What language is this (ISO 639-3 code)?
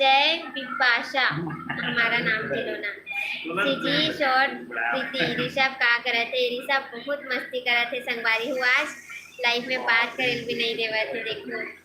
hne